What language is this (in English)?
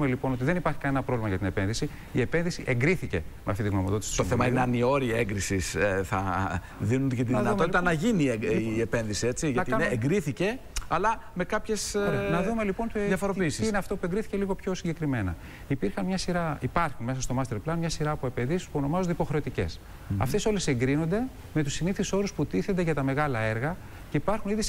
Greek